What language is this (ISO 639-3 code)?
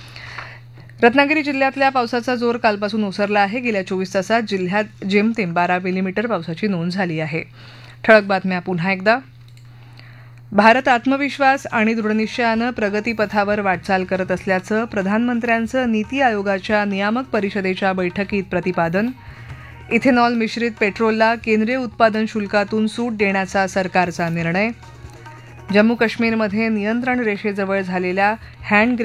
mar